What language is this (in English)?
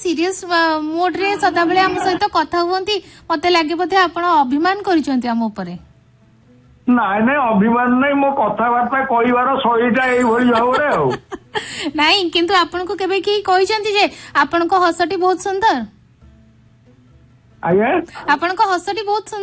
Odia